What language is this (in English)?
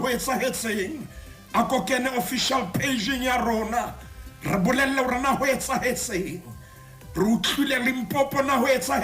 Southern Sotho